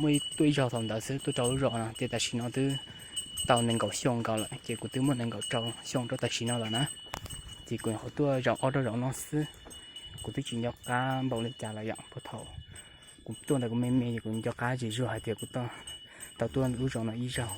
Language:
Hmong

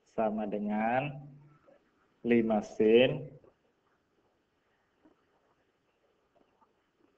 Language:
Indonesian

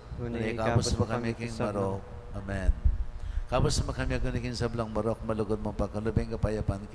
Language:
Pampanga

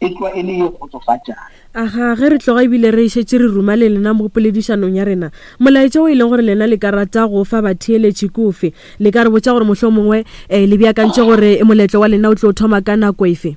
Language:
Northern Sotho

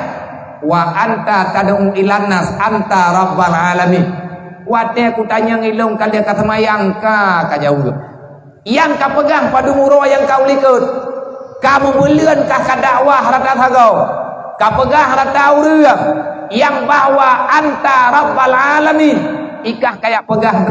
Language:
Achinese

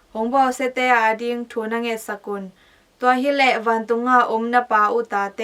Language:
Tedim Chin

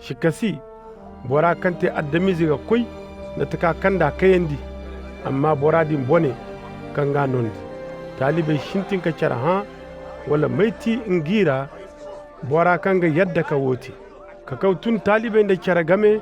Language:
Koyraboro Senni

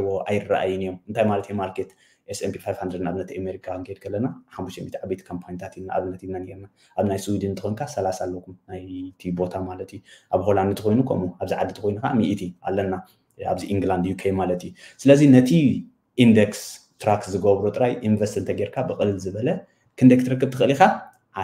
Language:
Tigrinya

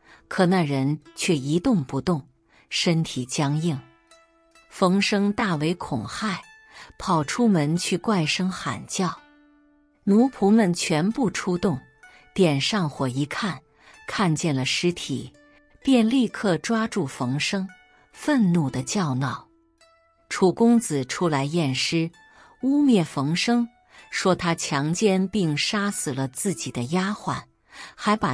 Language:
Chinese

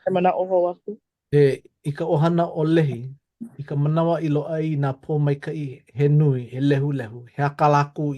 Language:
Hawaiian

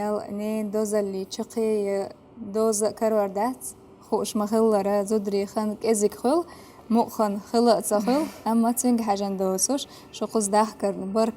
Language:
Chechen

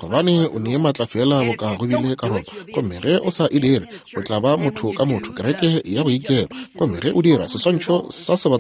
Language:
Northern Sotho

